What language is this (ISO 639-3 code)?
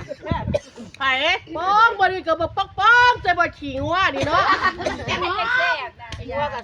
lao